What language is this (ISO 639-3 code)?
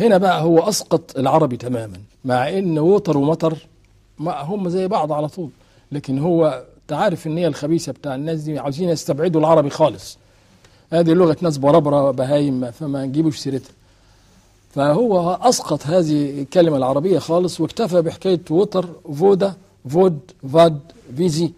arz